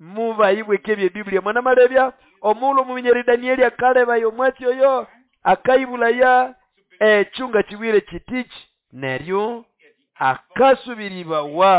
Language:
Nande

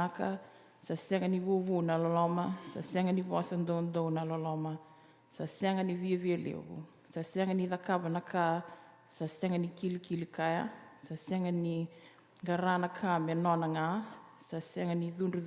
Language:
Fijian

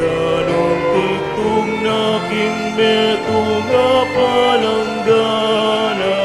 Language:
Pampanga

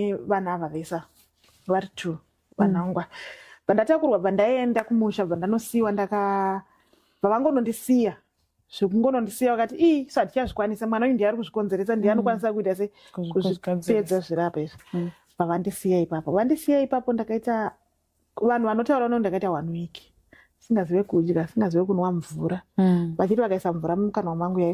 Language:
Shona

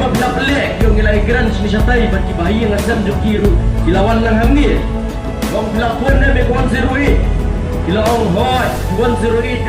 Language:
Khasi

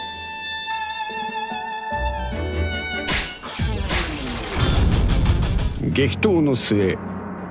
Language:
Japanese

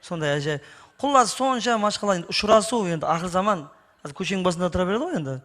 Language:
Kara-Kalpak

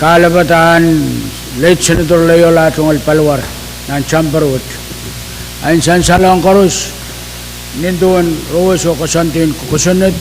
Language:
Pohnpeian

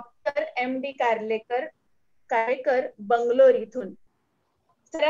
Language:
Marathi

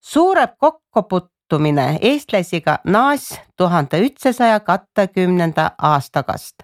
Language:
Estonian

